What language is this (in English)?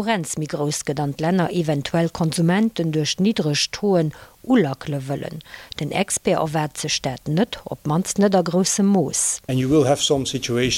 Luxembourgish